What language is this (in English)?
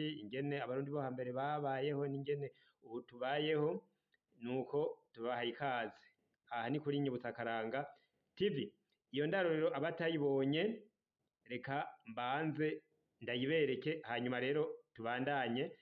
Rundi